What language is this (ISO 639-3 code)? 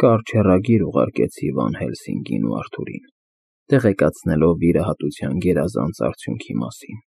hye